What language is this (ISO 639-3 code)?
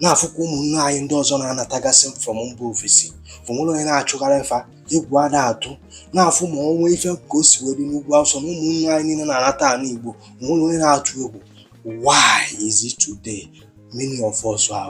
ibo